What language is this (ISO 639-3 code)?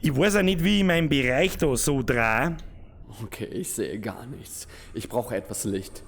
bar